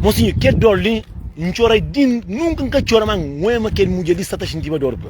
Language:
Kabuverdianu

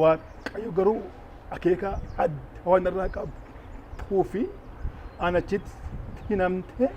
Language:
Oromo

